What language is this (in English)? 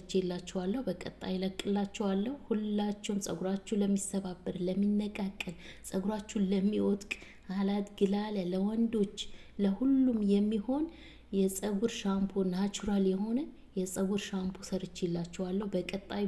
Amharic